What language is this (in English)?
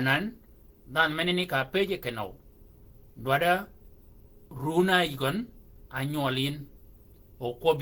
Shilluk